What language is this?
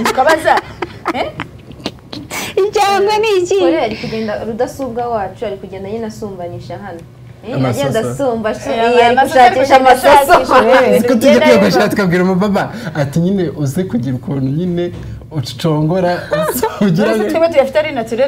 Kinyarwanda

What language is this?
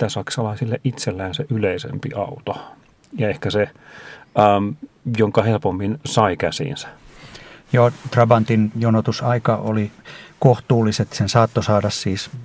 Finnish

